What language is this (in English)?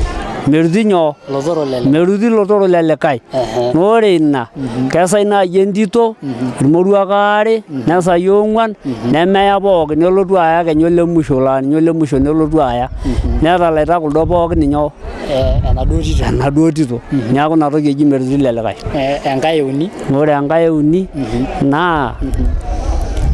Masai